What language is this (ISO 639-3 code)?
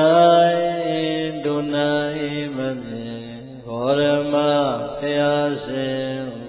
mya